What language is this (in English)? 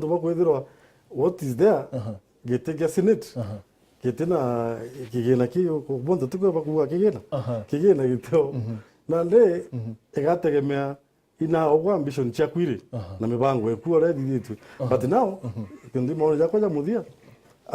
Meru